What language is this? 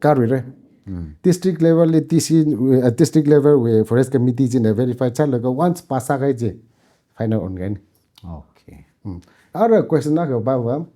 Tangkhul Naga (India)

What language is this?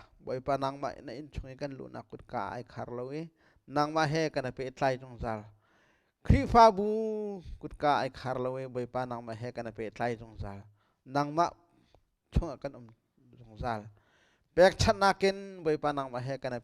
Hakha Chin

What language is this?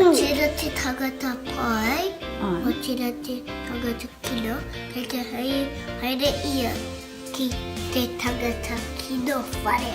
Māori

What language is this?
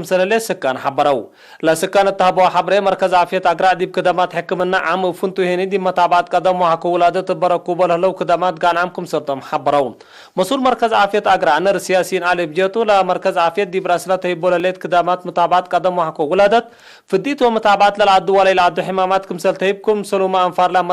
Tigre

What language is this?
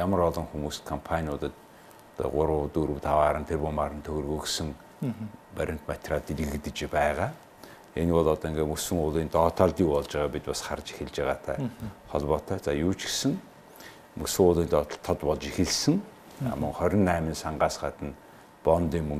Mongolian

